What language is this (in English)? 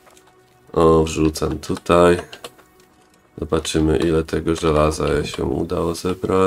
Polish